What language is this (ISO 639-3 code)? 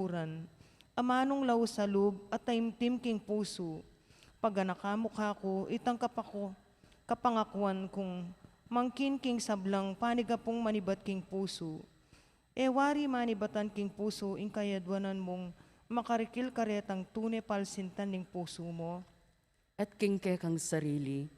pam